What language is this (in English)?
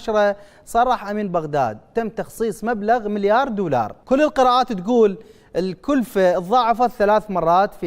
Mesopotamian Arabic